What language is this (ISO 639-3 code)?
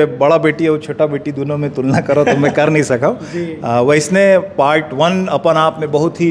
hne